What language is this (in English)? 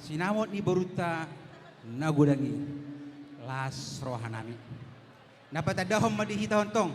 Batak Toba